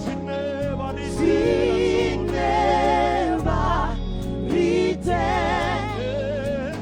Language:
Venda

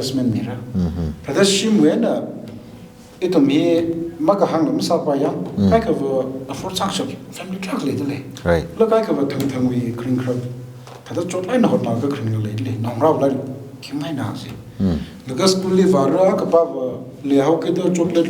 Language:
Tangkhul Naga (India)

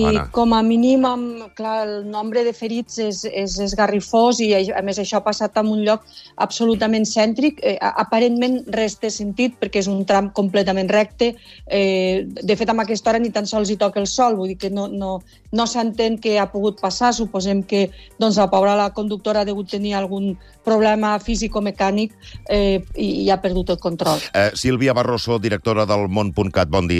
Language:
Catalan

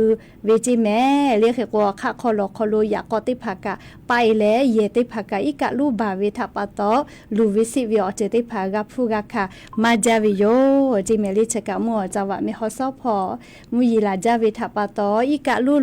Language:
Lahu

